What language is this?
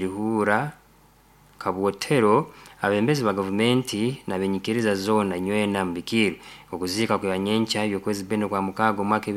Nyoro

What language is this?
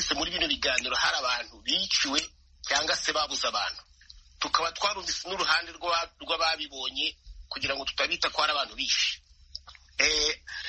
Kinyarwanda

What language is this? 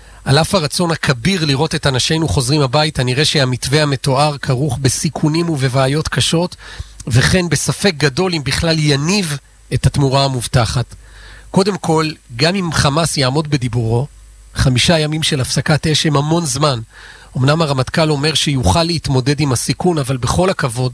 Hebrew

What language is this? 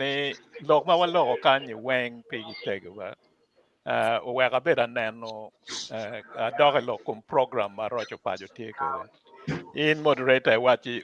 Acoli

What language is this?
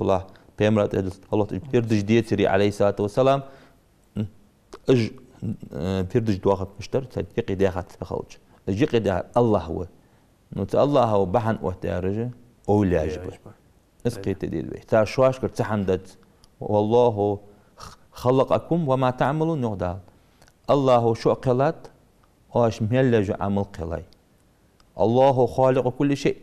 Ingush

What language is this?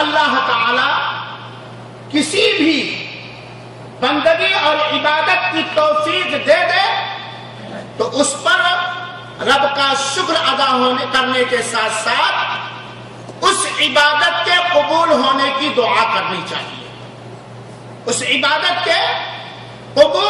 Urdu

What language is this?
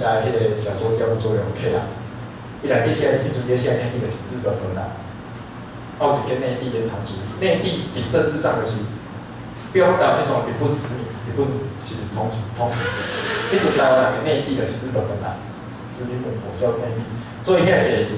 Min Nan Chinese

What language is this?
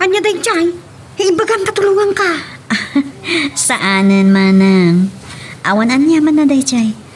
Iloko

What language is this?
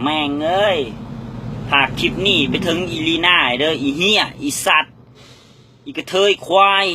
Northeastern Thai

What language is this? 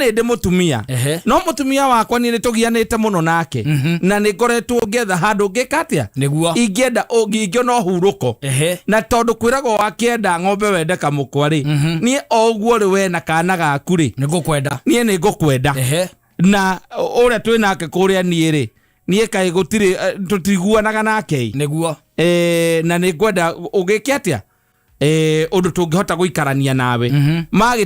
Kikuyu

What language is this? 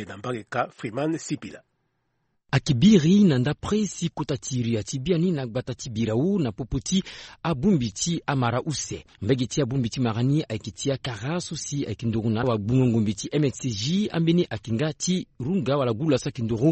Sango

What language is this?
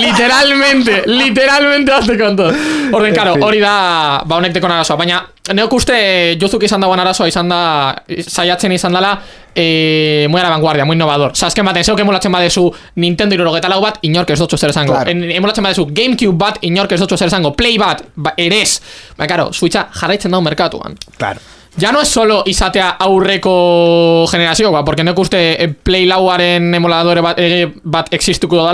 Basque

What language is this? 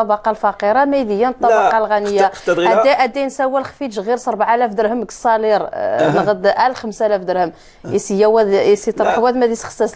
Moroccan Arabic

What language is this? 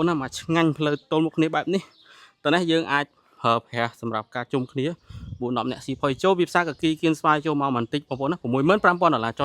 Khmer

